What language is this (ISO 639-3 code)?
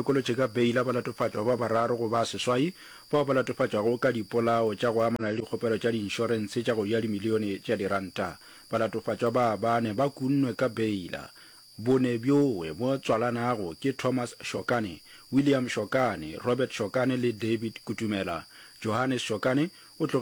nso